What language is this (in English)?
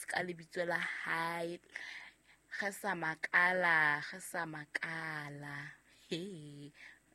Southern Sotho